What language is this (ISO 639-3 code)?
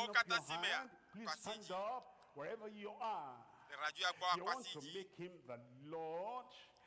ewe